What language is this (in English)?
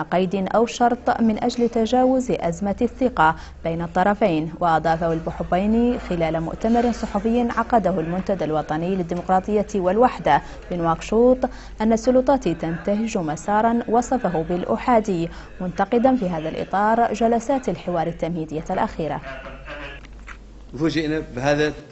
Arabic